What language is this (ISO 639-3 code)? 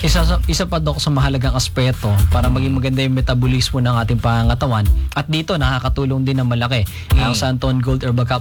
fil